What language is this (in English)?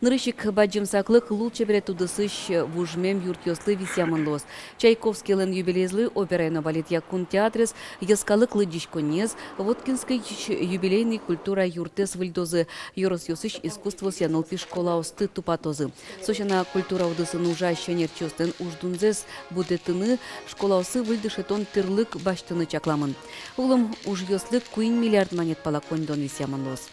Udmurt